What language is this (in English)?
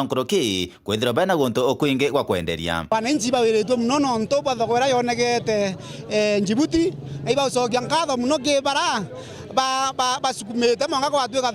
Meru